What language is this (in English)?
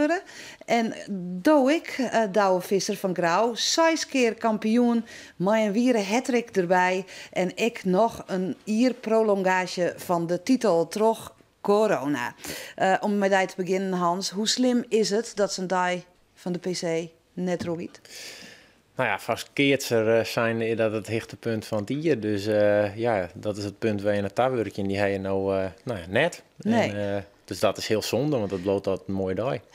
Western Frisian